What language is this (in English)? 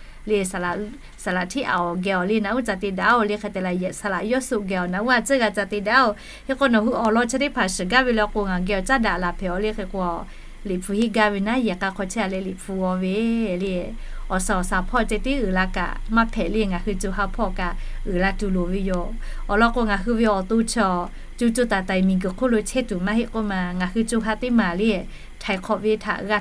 Lahu